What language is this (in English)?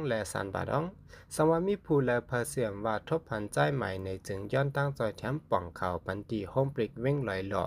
Shan